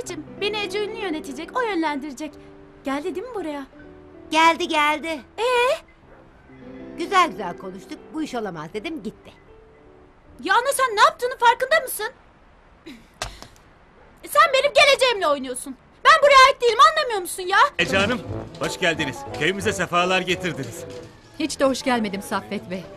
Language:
Turkish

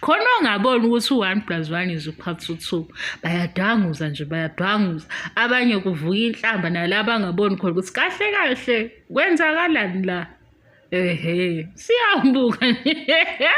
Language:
Zulu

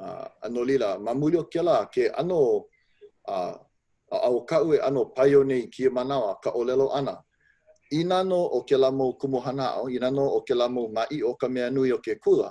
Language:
Hawaiian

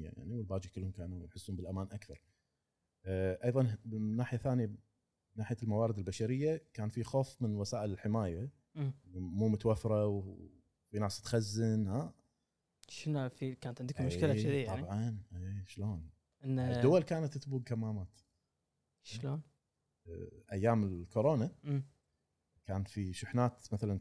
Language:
Gulf Arabic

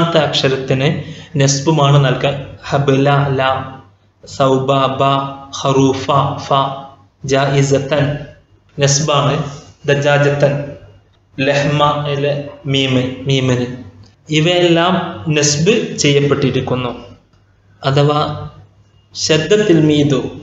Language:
Malayalam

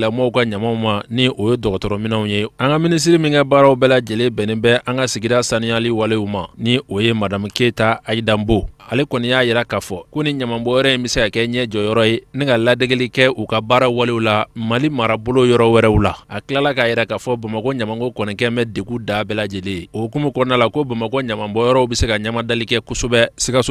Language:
Bambara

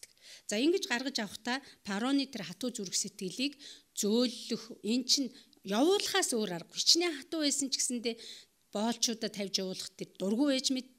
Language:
Mongolian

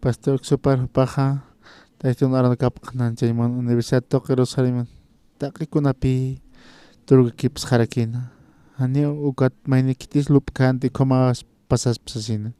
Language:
Aymara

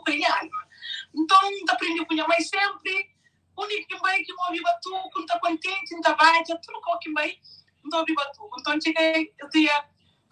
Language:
Kabuverdianu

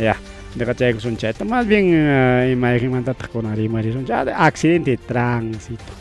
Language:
Ayacucho Quechua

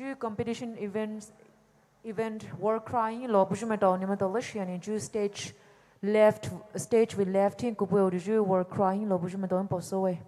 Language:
Poumei Naga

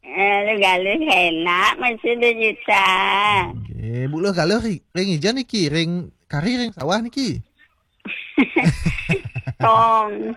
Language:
Balinese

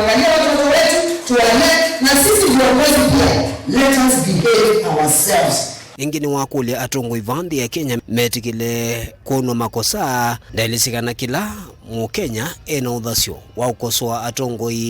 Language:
Kamba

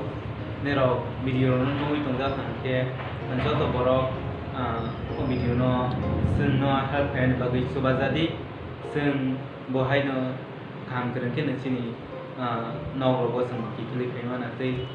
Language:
Kok Borok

